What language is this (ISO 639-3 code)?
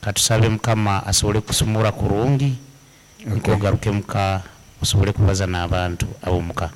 nyn